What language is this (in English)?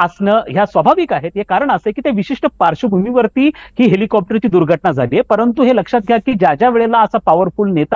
Marathi